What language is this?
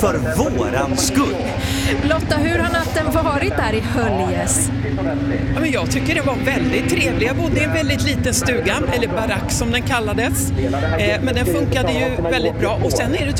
Swedish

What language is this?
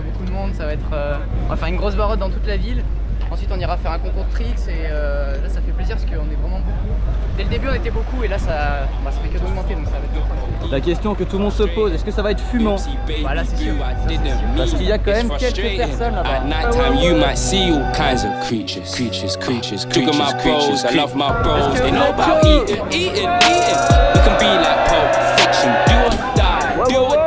French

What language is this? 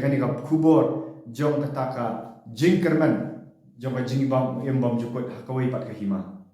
Khasi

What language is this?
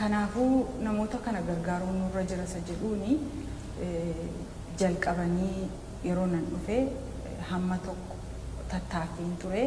Oromo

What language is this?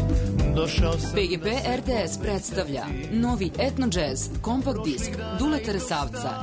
Serbian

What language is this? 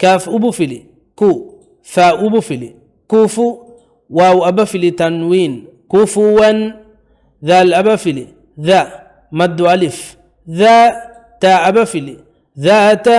Divehi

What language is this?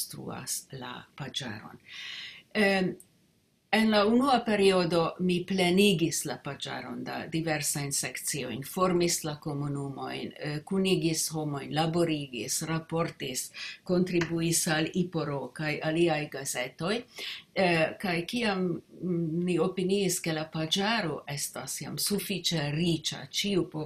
Esperanto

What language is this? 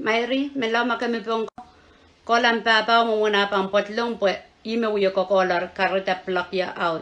Pohnpeian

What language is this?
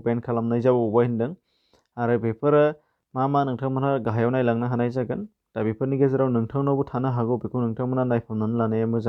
Bodo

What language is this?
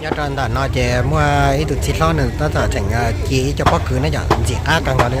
Hmong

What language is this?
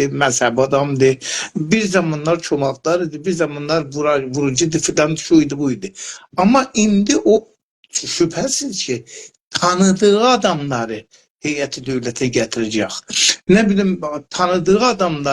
South Azerbaijani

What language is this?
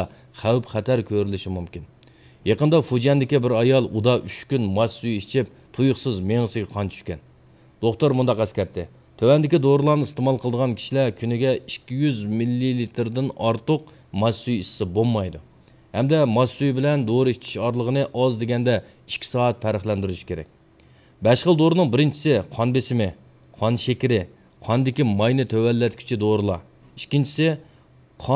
Uyghur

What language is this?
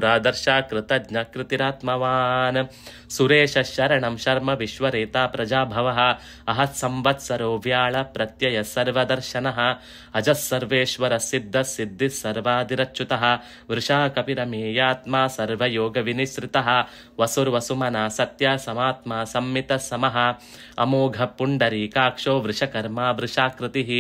Sanskrit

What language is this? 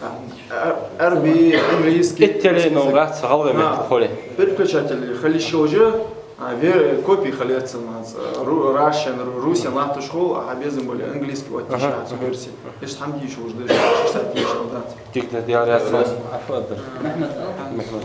Ingush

